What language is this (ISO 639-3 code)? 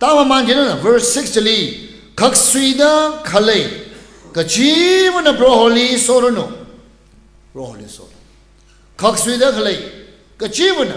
nmf